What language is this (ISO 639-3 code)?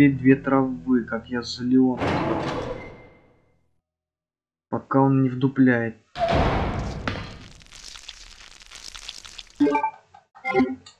rus